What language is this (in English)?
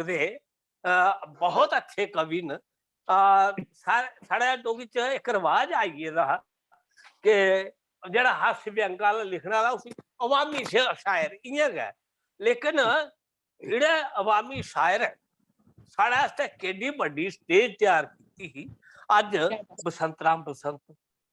Dogri